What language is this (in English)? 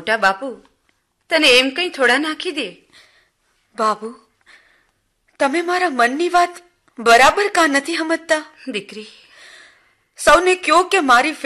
Gujarati